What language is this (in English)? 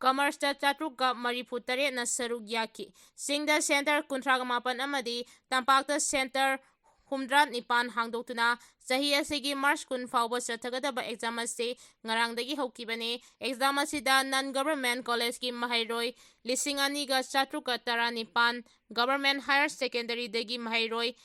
Manipuri